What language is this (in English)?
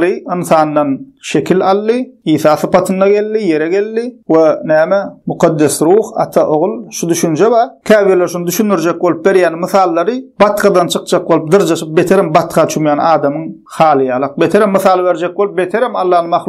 Turkmen